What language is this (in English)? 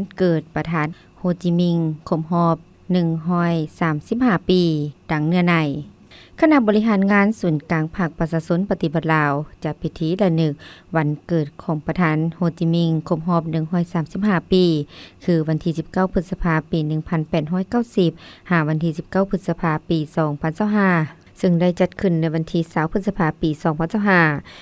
Lao